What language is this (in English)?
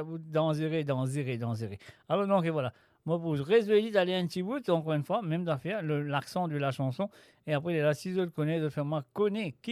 Morisyen